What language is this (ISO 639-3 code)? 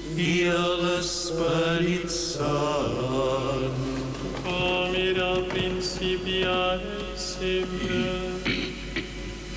cat